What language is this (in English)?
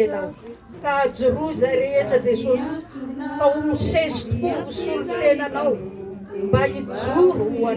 Malagasy